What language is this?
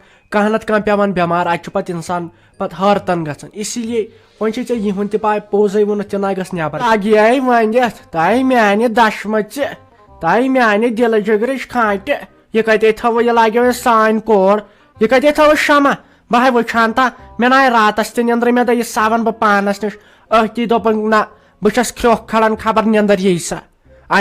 Kashmiri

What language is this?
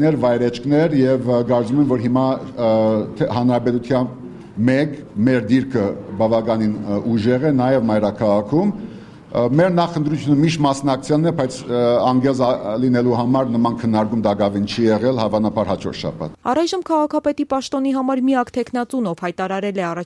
Armenian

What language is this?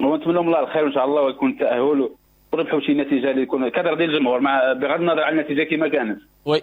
Moroccan Arabic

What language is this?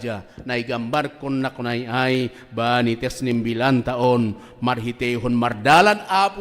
Batak Simalungun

